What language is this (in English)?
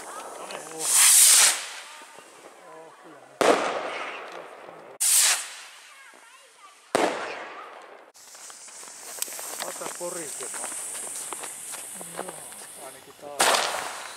Finnish